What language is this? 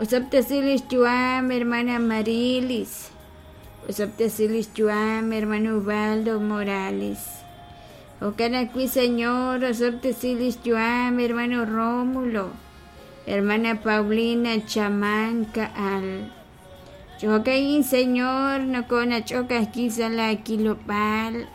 Kekchí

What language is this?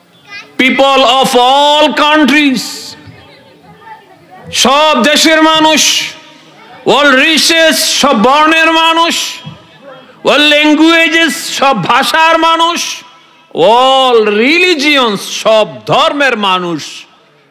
Bangla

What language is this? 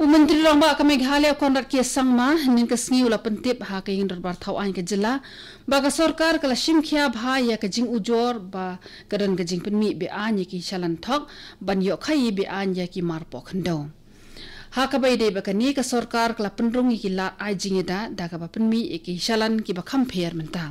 Khasi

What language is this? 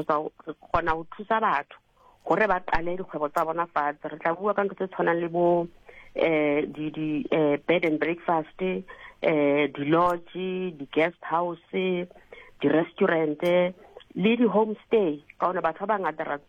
Southern Sotho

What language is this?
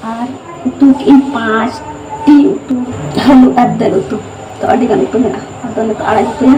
Santali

